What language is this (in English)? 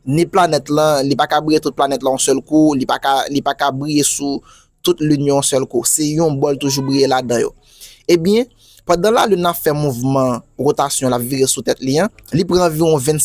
Haitian Creole